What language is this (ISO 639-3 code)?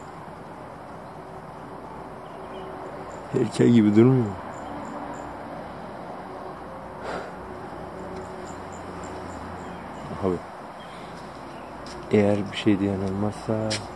tur